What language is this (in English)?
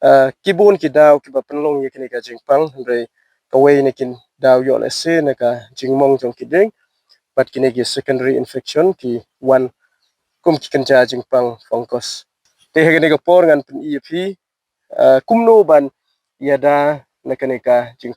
Khasi